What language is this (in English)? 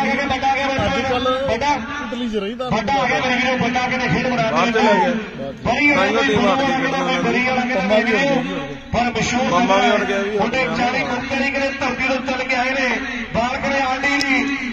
Punjabi